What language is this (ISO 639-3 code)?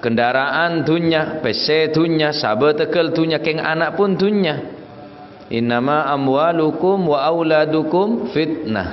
mad